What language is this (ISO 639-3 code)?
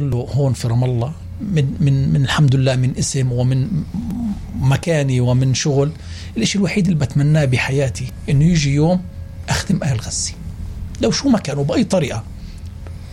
apc